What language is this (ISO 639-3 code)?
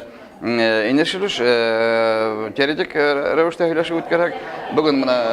bak